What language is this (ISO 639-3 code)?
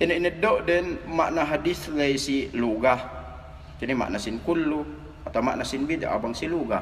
yka